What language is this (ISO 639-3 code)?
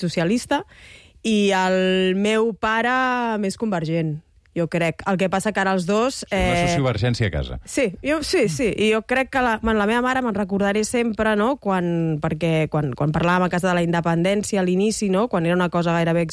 cat